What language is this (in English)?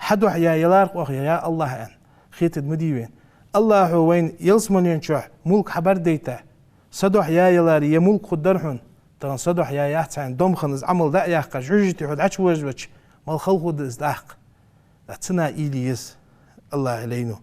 Ingush